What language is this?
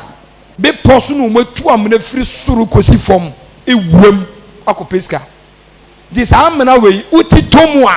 Akan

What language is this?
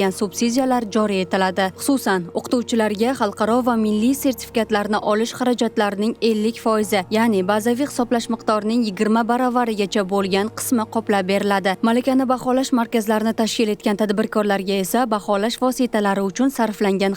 Uzbek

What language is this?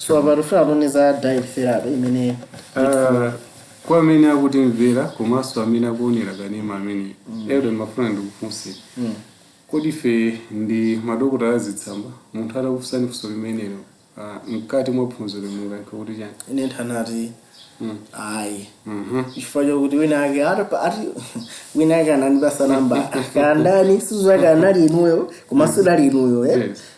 Nyanja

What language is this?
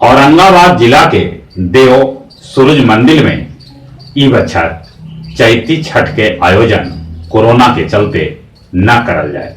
Magahi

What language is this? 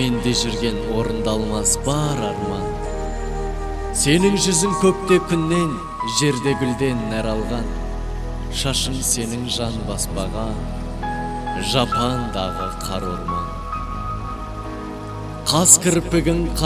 Kazakh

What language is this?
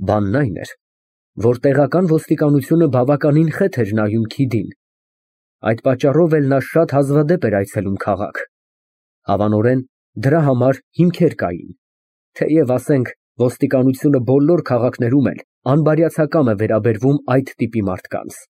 Armenian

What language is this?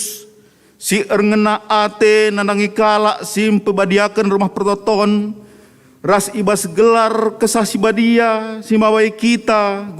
Batak Karo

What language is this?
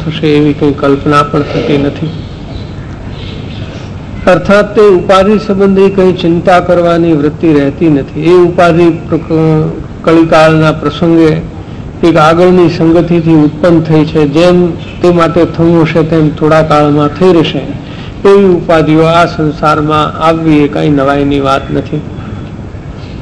Gujarati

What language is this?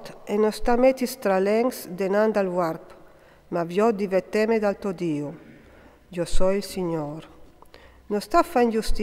Friulian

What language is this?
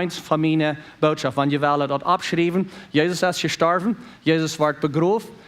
Plautdietsch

